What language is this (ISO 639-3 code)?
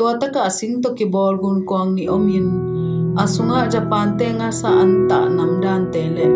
ctd